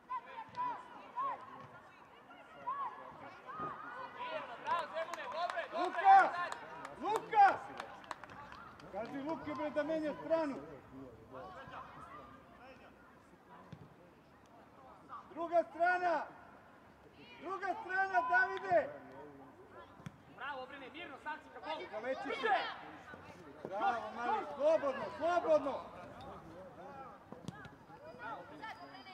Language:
Serbian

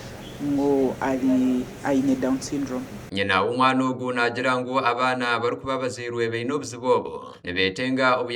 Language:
Nyankole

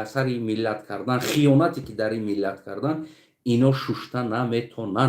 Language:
Tajik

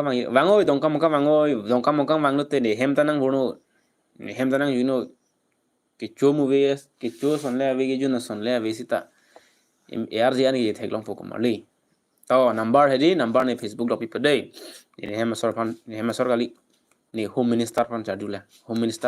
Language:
Karbi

